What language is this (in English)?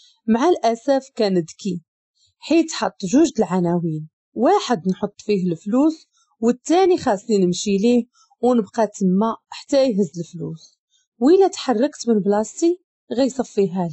Moroccan Arabic